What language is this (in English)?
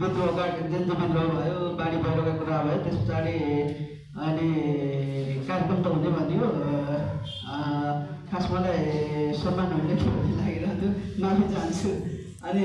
Nepali